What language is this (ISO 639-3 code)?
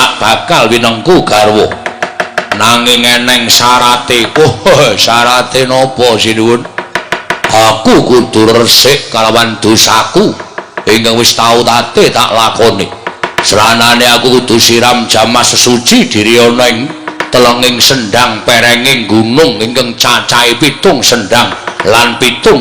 jav